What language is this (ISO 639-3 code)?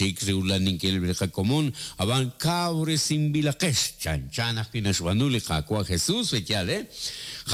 kek